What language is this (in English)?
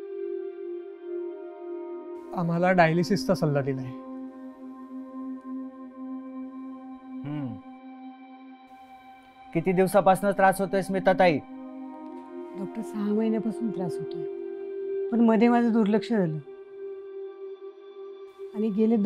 Marathi